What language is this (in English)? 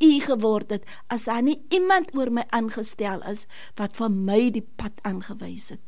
Afrikaans